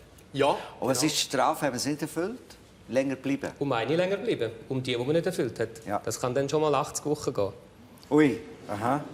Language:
Swiss German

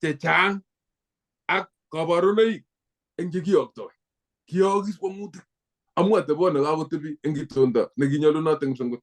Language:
Kalenjin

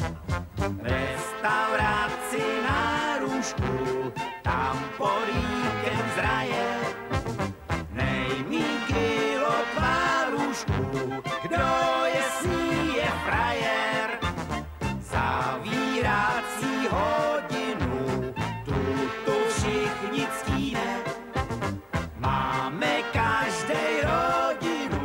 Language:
Czech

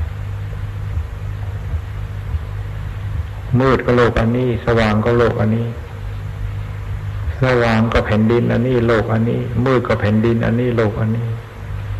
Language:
Thai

